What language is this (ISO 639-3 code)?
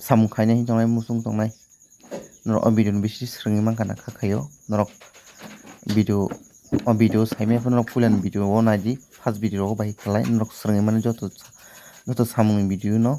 trp